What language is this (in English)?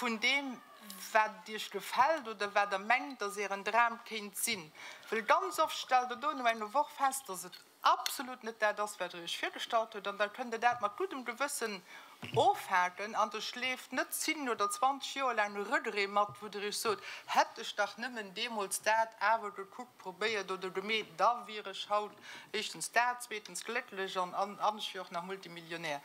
Luxembourgish